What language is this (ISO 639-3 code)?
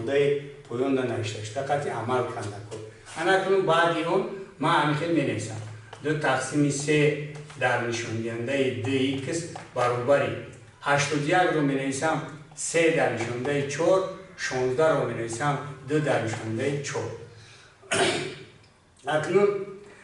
tgk